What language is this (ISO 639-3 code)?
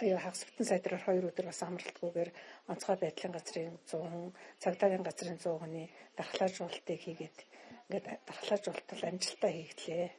mon